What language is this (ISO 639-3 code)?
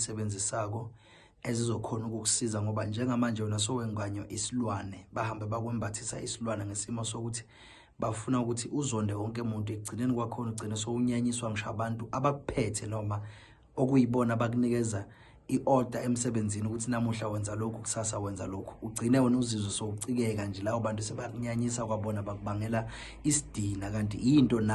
zul